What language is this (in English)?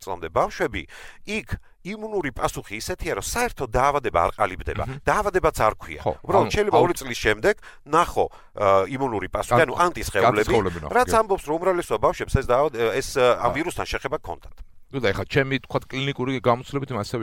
Georgian